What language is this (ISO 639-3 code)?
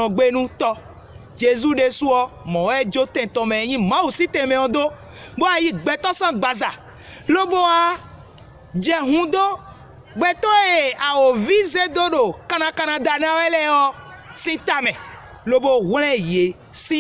fon